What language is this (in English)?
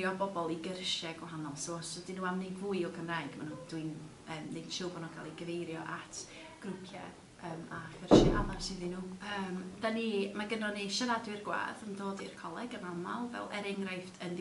Welsh